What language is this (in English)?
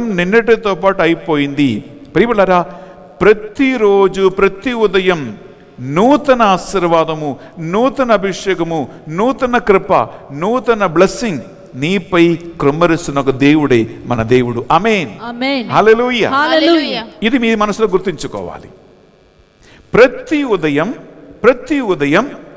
Telugu